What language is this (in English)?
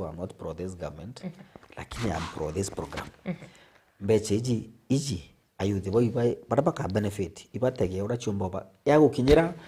Meru